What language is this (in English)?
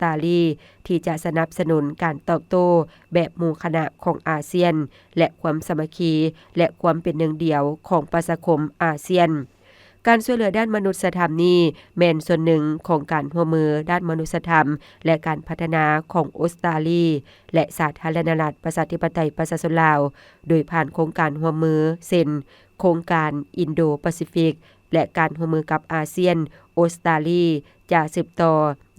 Lao